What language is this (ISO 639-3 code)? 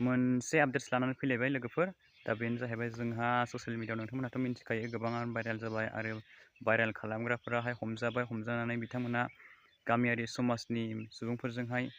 brx